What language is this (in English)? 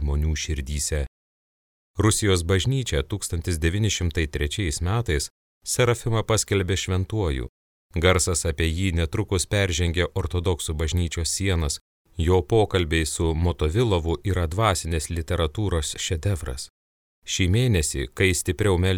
Lithuanian